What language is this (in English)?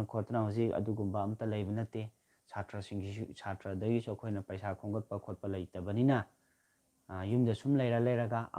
Manipuri